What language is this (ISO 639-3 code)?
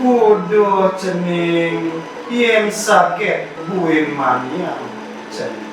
ban